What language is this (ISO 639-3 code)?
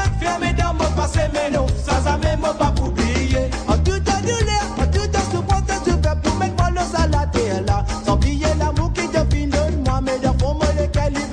mfe